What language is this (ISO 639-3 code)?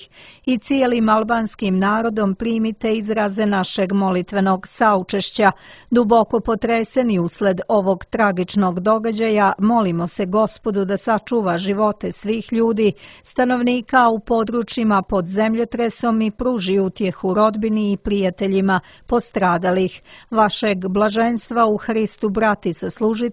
srp